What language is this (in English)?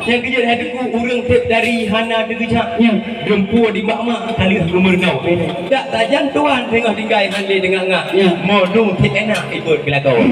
Achinese